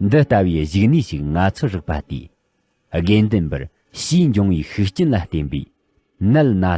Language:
Tibetan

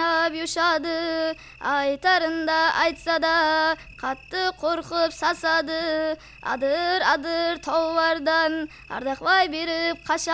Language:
Kara-Kalpak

